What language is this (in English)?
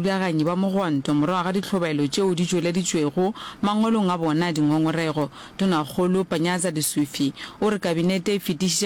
Northern Sotho